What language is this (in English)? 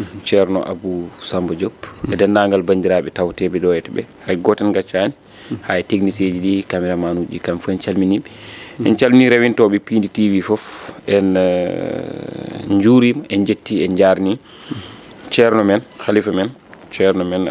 Fula